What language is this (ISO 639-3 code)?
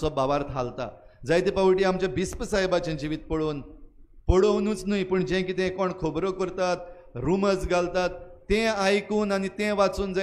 kok